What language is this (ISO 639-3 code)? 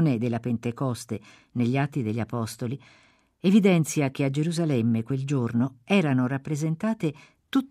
ita